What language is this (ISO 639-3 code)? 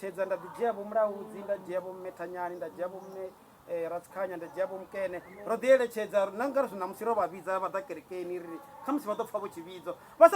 ven